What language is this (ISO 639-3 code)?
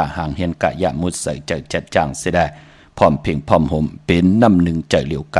shn